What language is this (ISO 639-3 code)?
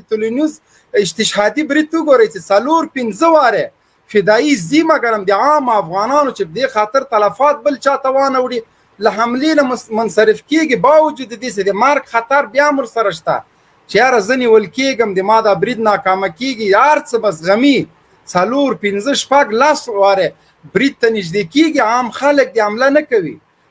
pus